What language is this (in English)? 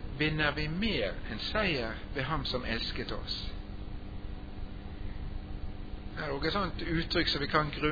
Norwegian